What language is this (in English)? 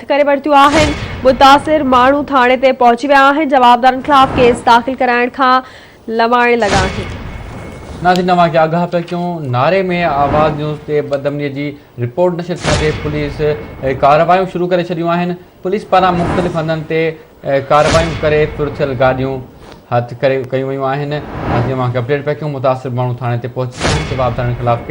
Sindhi